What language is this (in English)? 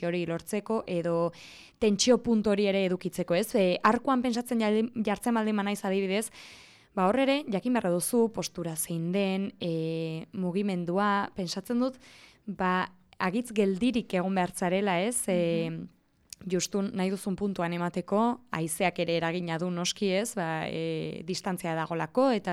Basque